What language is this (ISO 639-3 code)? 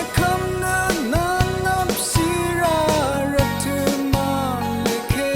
raw